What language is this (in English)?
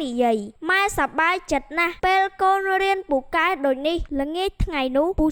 Khmer